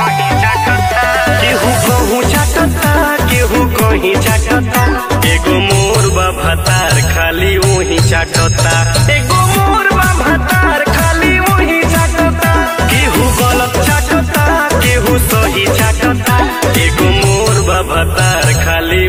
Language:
Bhojpuri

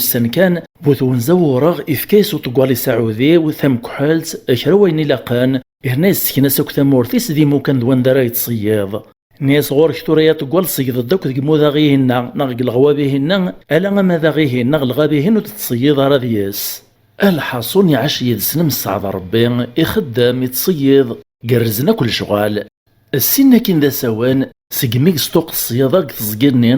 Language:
Kabyle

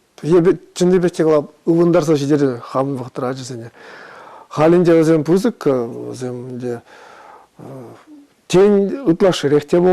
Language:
Chuvash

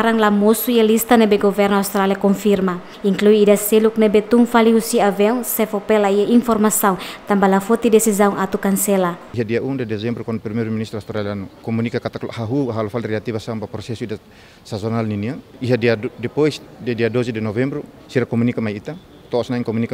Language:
Tetum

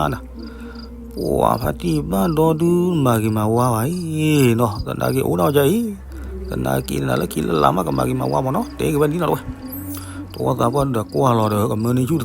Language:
S'gaw Karen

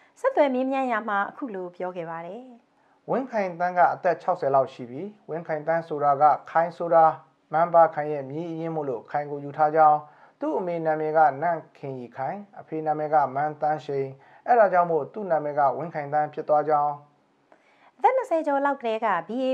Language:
Burmese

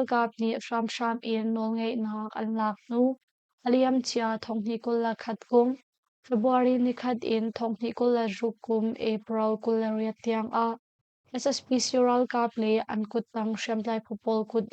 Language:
Hakha Chin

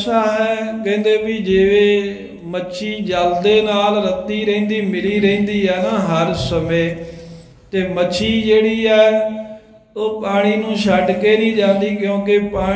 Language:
Punjabi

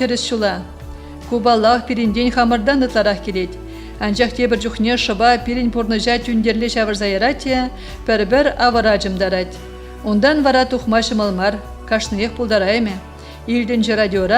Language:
Chuvash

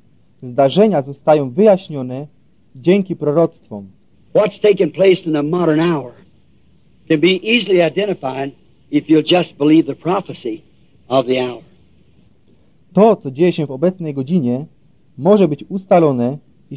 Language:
Polish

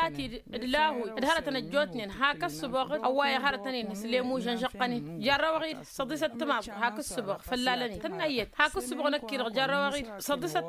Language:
Tamasheq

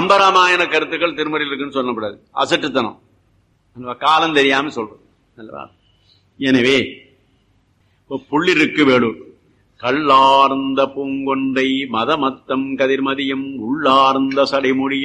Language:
Tamil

